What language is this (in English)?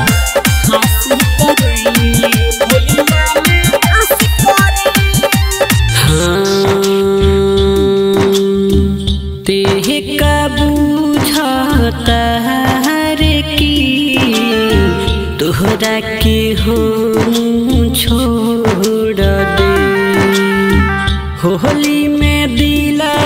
Bhojpuri